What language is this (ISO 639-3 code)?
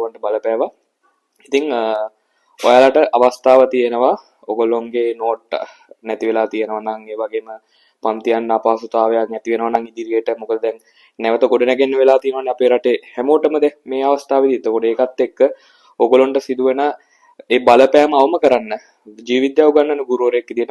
sin